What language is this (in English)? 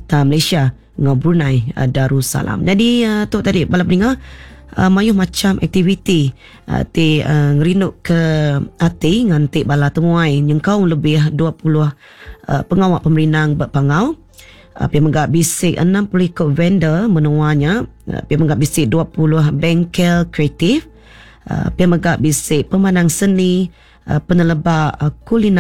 Iban